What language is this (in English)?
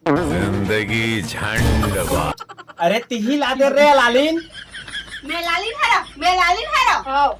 Chhattisgarhi